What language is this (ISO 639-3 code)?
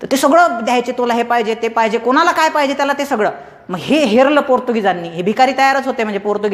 mar